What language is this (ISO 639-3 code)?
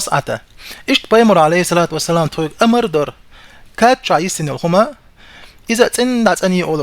che